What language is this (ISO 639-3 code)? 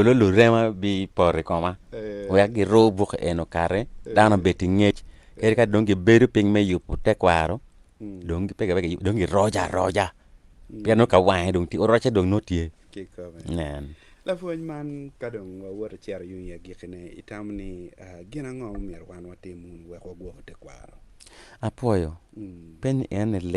ach